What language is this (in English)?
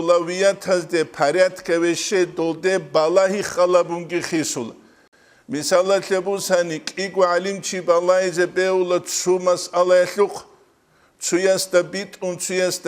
Avaric